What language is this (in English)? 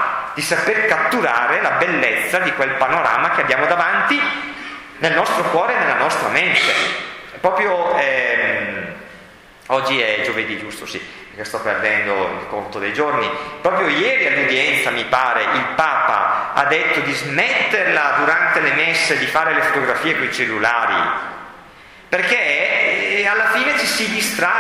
Italian